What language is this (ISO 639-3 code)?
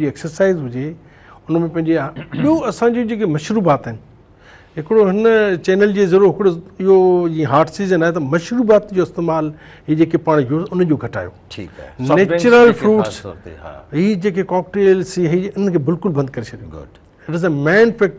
snd